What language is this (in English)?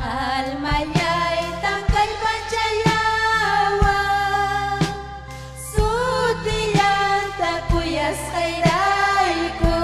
Ayacucho Quechua